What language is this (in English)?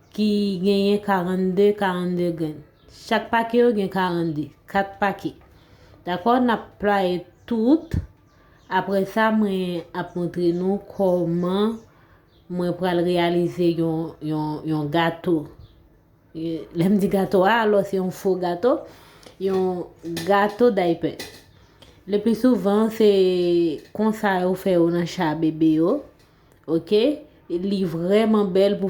Haitian Creole